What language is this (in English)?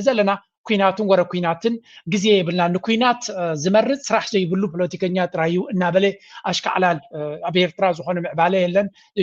Tigrinya